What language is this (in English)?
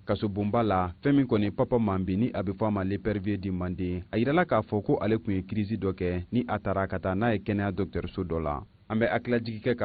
Bambara